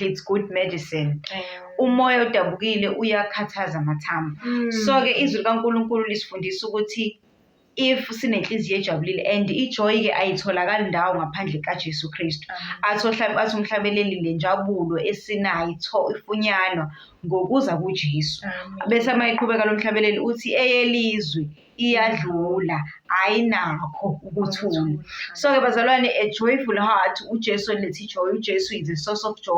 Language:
Zulu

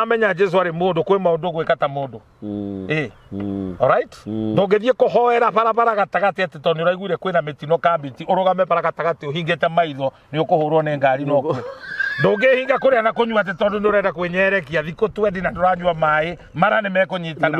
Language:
Kikuyu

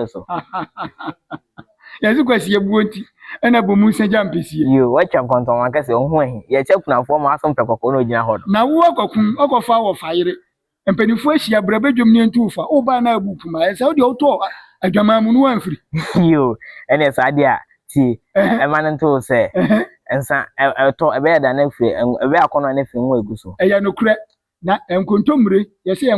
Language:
Akan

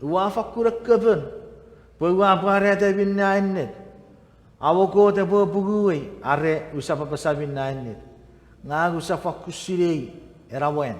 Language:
Chuukese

